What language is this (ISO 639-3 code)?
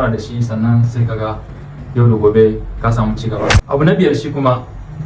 hau